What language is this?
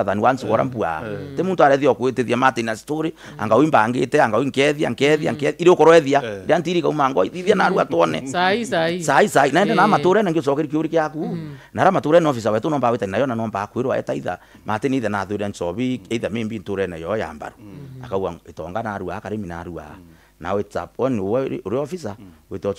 Meru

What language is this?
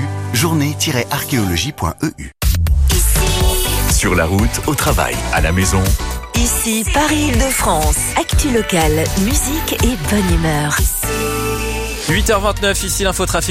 French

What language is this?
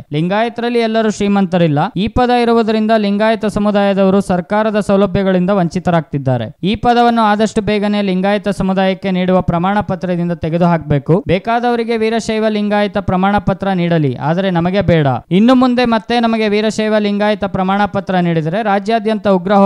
Kannada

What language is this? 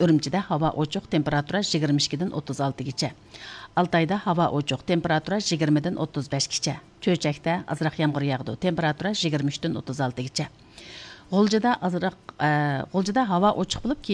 Uyghur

